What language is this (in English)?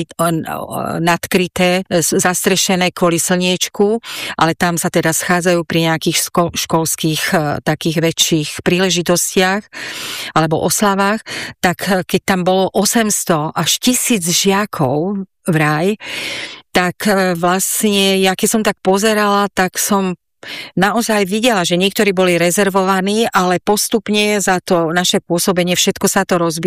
Slovak